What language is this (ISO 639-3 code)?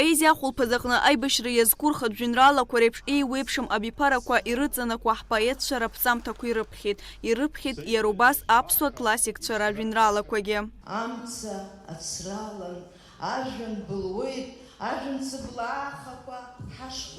abk